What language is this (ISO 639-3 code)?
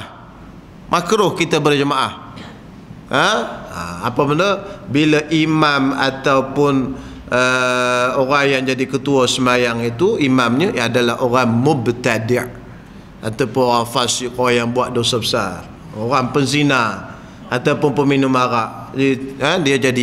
msa